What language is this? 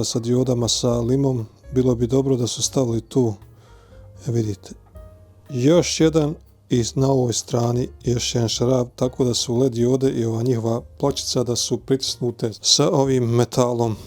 Bosnian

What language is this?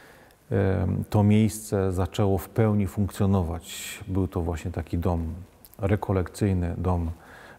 Polish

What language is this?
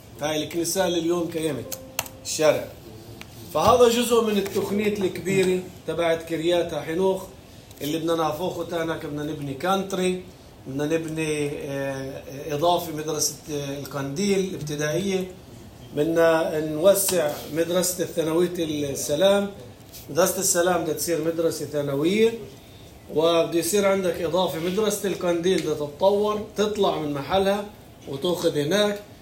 North Levantine Arabic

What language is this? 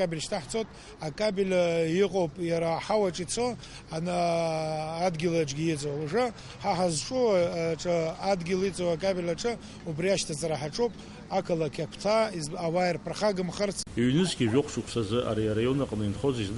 Abkhazian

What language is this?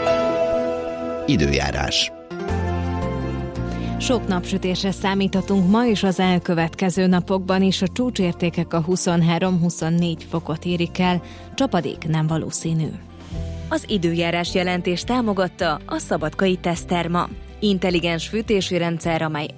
Hungarian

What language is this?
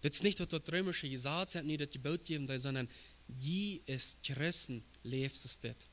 Plautdietsch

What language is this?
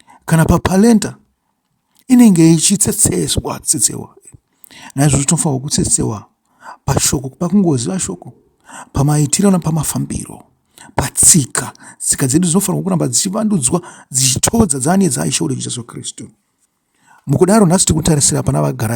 Shona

